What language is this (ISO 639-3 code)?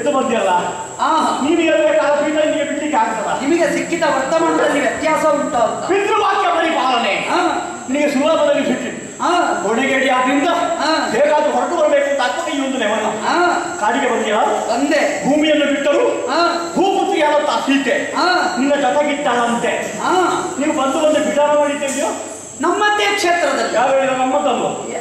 kan